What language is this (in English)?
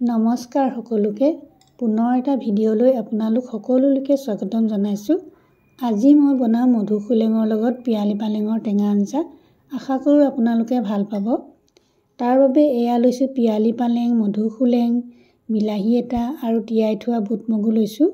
Assamese